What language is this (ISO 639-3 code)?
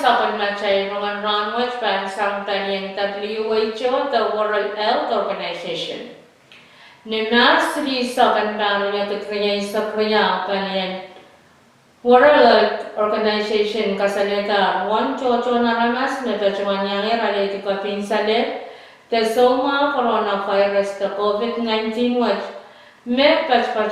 pon